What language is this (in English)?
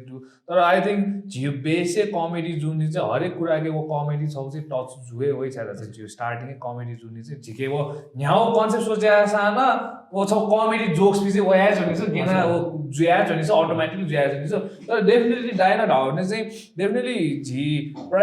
Newari